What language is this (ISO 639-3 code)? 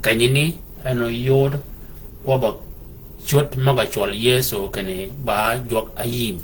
shk